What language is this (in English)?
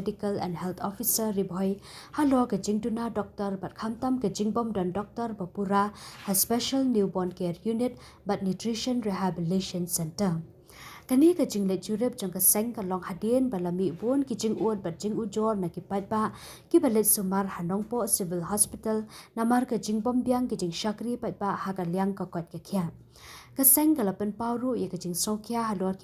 Khasi